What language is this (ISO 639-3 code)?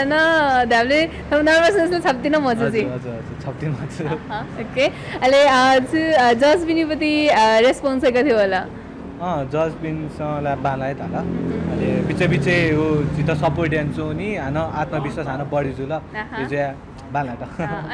new